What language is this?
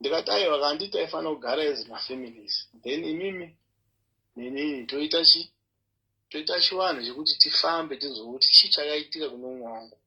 Shona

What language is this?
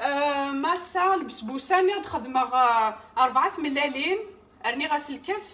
Kabyle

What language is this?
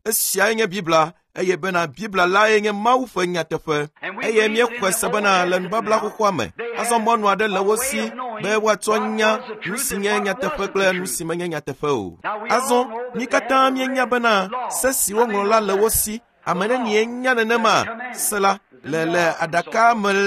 Ewe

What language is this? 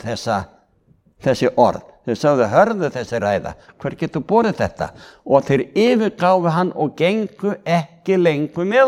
Icelandic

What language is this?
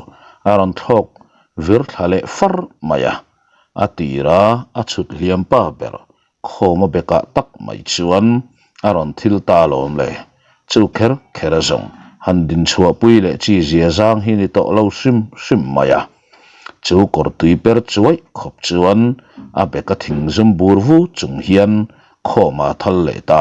Mizo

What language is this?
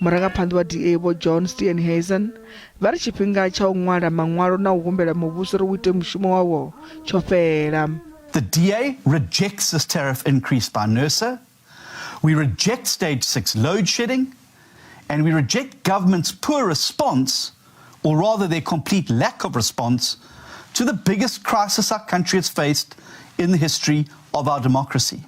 Venda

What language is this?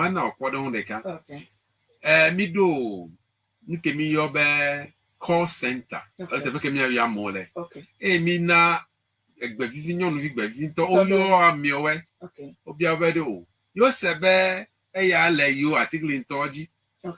Ewe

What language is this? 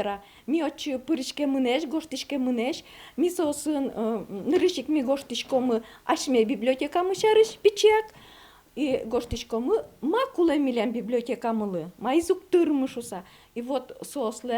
Udmurt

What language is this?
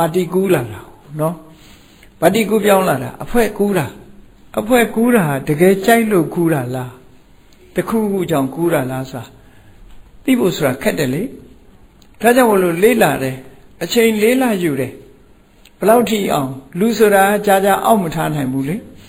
Burmese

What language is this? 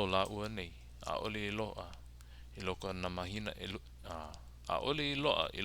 Hawaiian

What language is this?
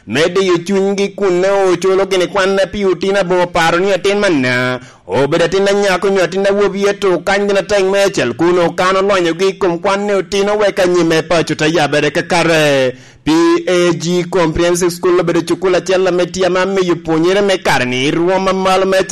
Lango (Uganda)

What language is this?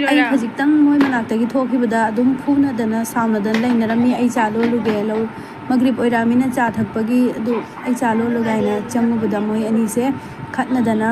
Manipuri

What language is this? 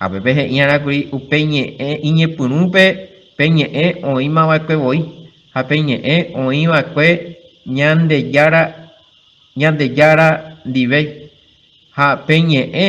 Guarani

